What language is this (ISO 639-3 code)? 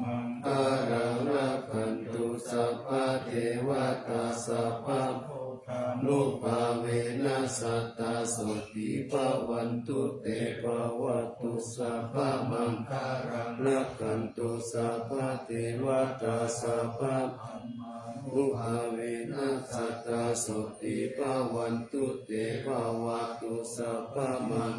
pli